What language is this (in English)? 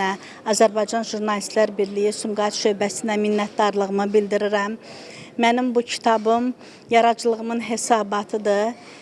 Azerbaijani